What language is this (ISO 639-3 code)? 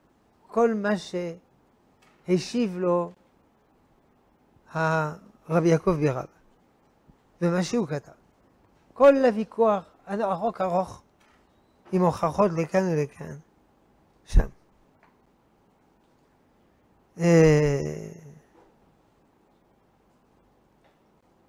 heb